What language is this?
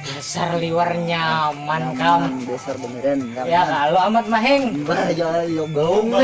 Banjar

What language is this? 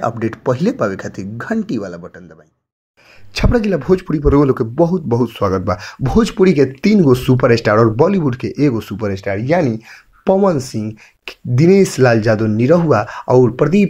Bhojpuri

